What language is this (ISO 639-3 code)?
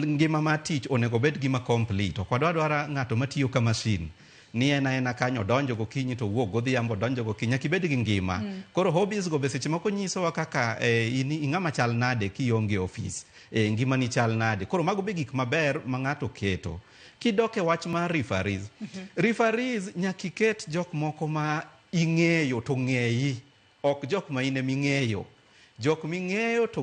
luo